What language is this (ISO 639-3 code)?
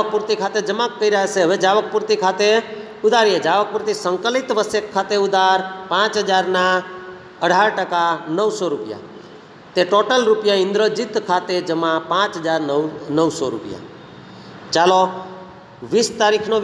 guj